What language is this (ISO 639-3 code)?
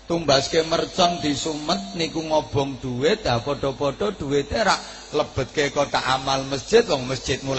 jav